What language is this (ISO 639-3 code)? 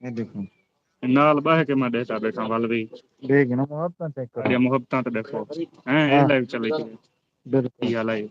skr